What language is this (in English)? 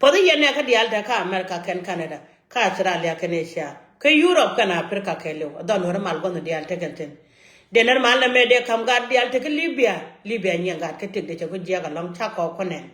Nuer